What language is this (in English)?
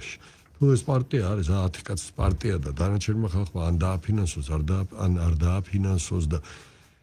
Georgian